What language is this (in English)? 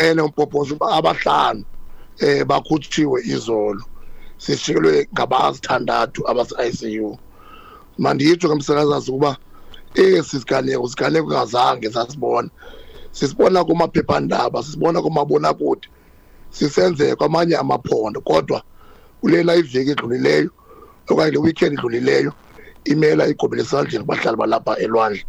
Xhosa